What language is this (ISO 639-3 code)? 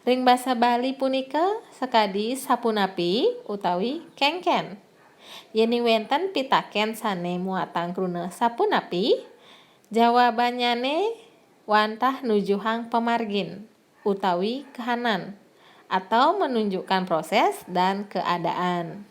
ban